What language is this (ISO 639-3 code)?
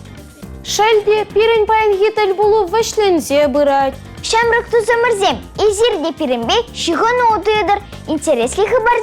chv